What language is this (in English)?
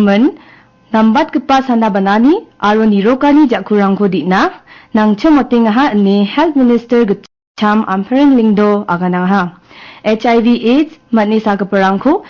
Garo